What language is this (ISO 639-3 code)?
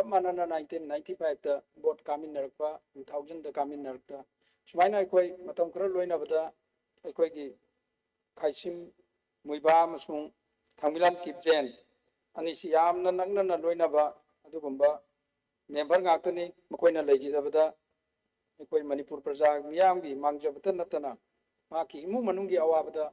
mni